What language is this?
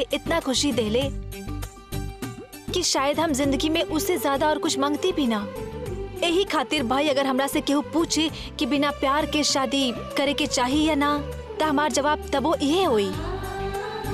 Bhojpuri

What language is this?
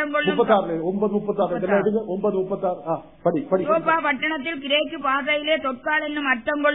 Tamil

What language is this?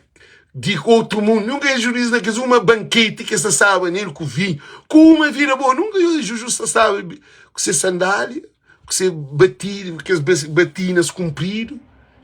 Kabuverdianu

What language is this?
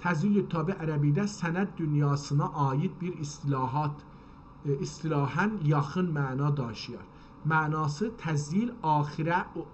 South Azerbaijani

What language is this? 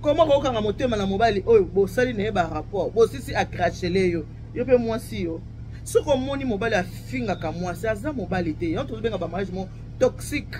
Lingala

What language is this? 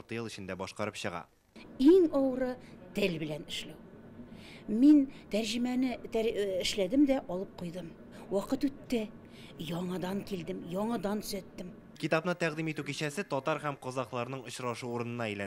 Tatar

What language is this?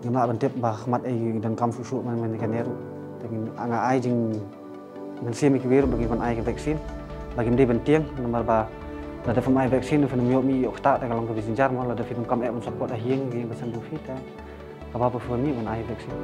Khasi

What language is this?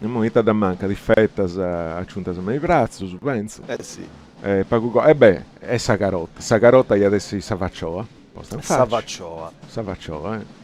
Sardinian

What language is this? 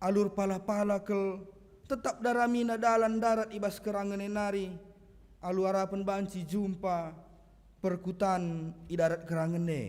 Batak Karo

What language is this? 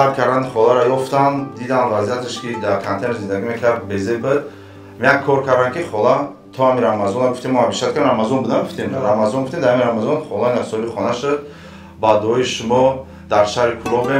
Tajik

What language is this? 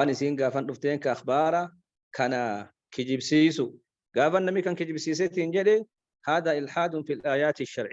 Oromo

